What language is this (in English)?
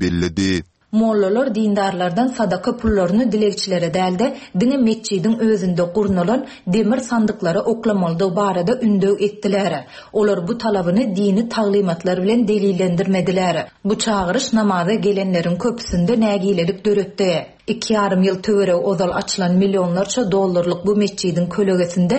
Turkmen